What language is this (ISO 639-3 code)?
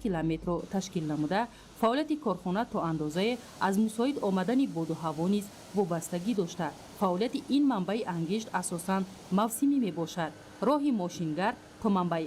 tgk